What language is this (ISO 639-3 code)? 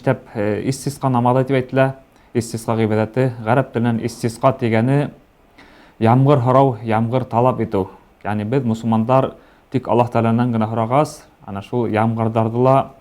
bak